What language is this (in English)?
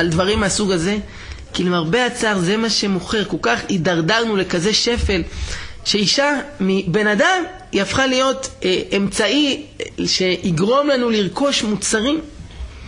Hebrew